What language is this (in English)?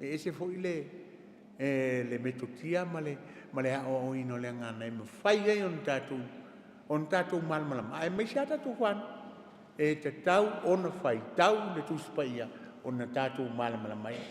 Samoan